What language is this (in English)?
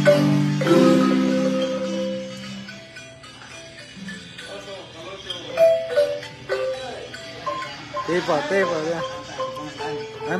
Spanish